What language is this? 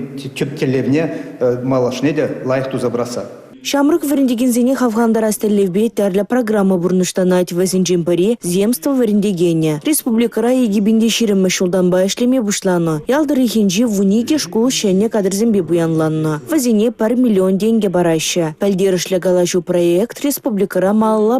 Chuvash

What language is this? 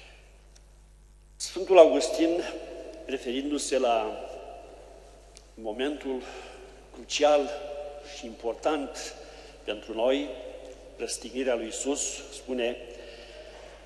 Romanian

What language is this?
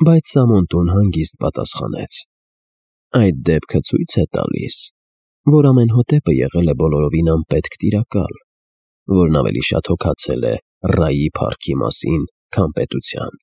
Armenian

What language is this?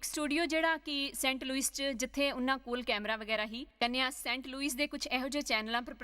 Dogri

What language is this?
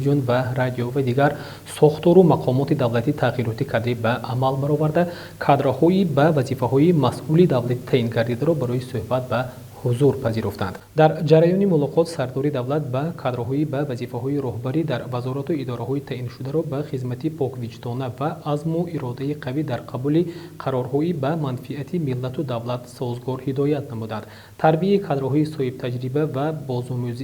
Tajik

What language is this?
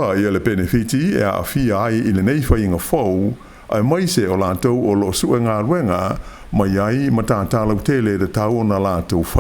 Samoan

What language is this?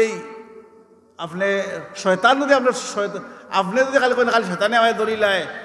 Sylheti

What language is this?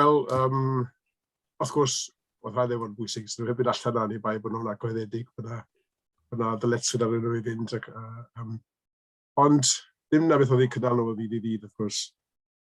Welsh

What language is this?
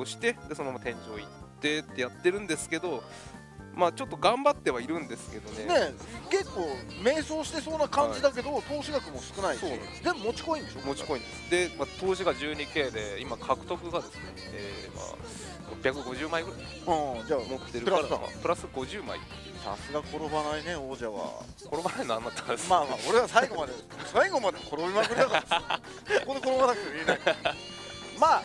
Japanese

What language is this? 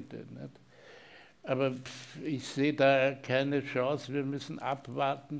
German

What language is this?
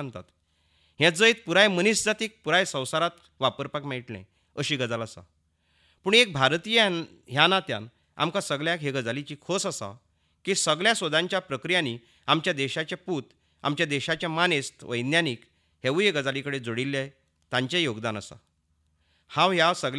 Konkani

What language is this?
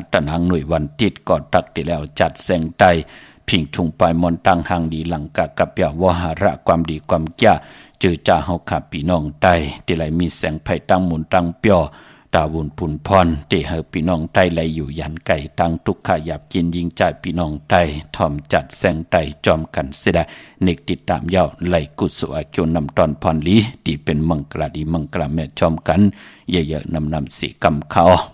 Shan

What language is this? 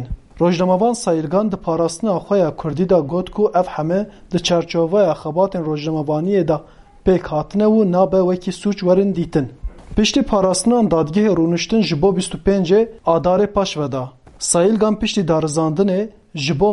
Kurdish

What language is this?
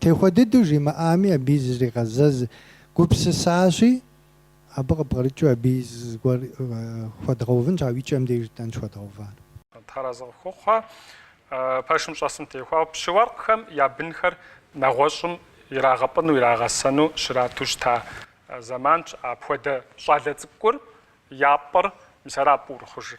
Kabardian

